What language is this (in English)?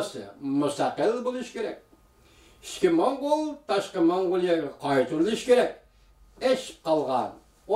Uyghur